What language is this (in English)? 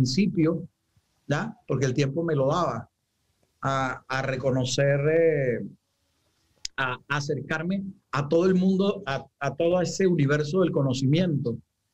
Spanish